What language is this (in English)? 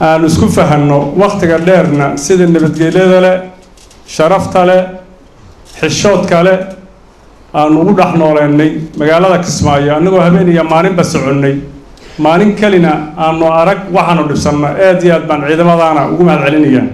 Somali